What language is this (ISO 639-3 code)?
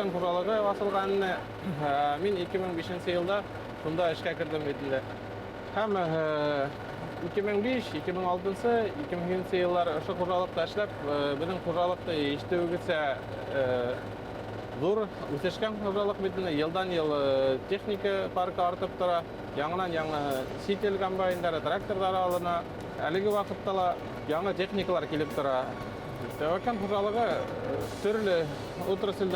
bak